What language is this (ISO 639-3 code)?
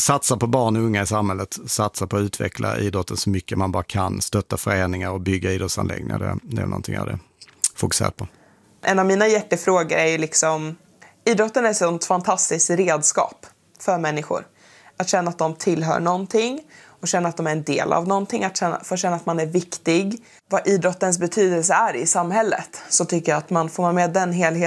swe